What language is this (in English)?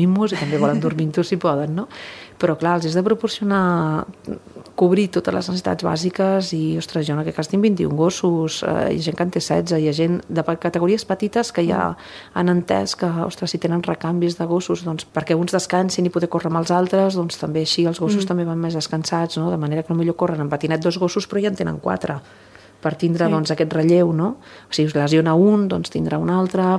Catalan